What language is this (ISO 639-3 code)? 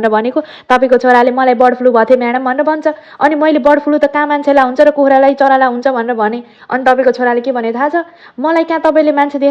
nep